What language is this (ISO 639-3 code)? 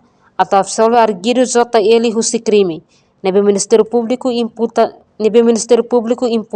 tet